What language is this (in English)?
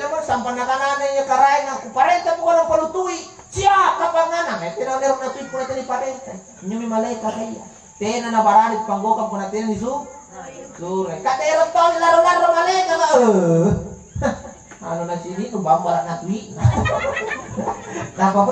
Makasar